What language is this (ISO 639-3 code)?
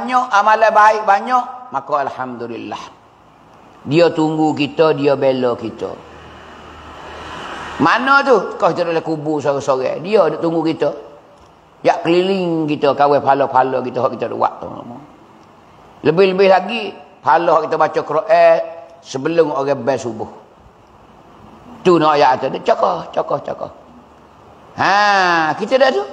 mfa